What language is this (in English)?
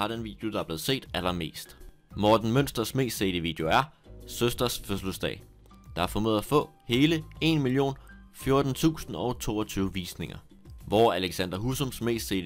Danish